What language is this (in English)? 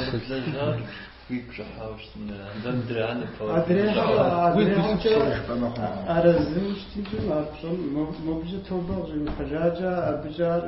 Kabardian